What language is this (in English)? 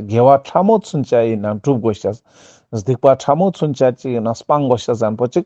Ladakhi